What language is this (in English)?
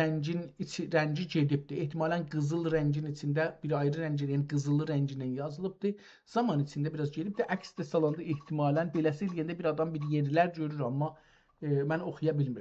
South Azerbaijani